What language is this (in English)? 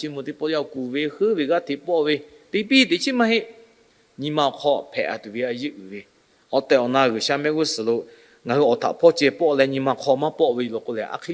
Lahu